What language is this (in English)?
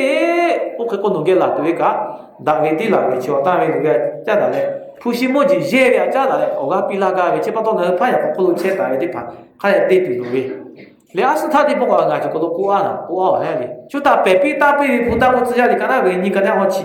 Lahu